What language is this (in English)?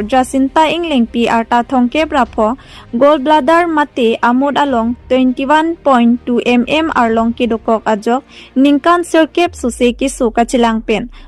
Karbi